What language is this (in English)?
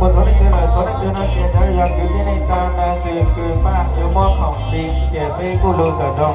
Hmong